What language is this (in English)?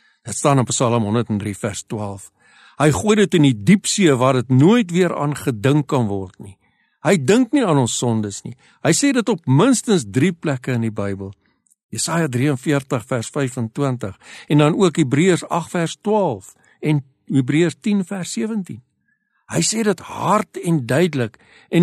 Afrikaans